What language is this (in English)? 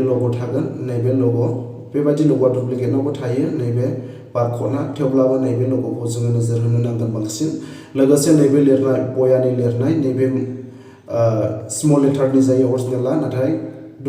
Bodo